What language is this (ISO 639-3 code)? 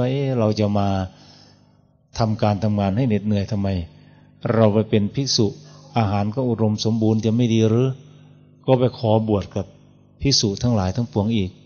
tha